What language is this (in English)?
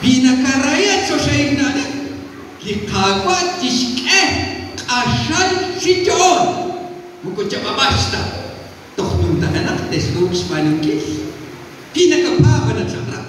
Kekchí